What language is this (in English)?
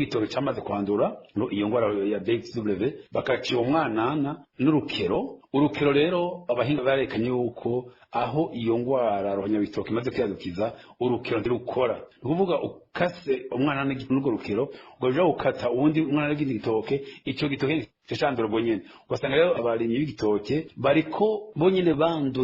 Rundi